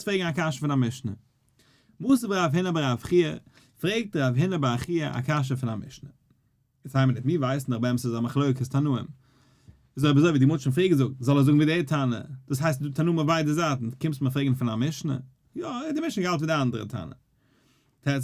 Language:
Yiddish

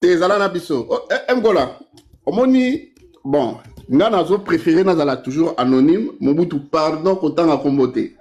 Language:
Lingala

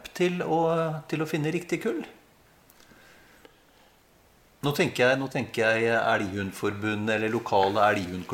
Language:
Norwegian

